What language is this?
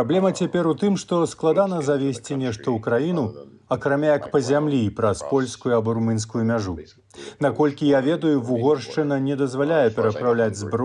Belarusian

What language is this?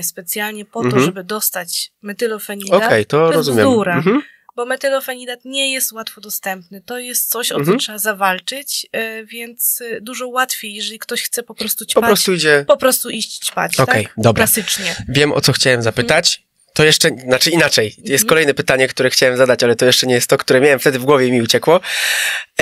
Polish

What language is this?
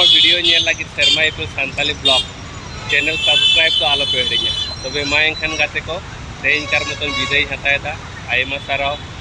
Santali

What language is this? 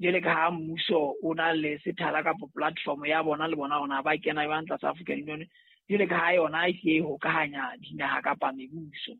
Southern Sotho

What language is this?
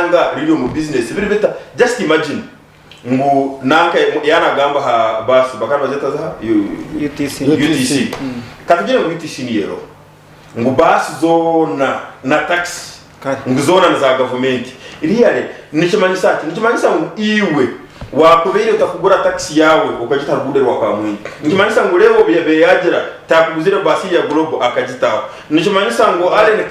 Nyankole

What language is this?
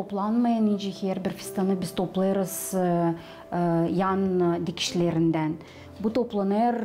Gagauz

